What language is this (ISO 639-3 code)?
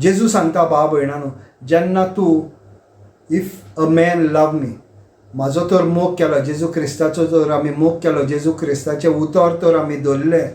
kok